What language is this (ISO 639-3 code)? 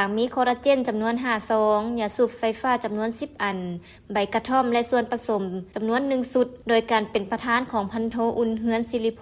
lao